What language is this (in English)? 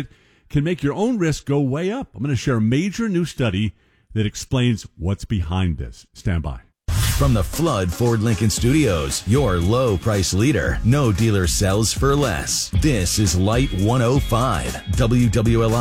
English